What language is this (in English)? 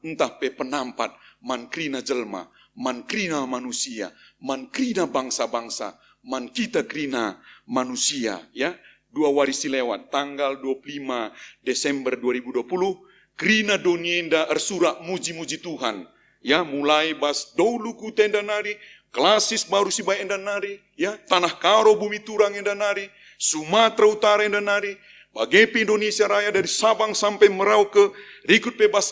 Batak Karo